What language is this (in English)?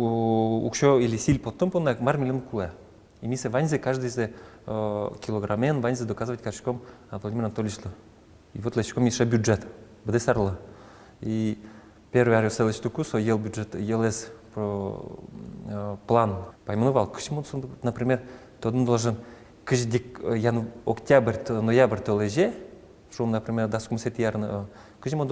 Udmurt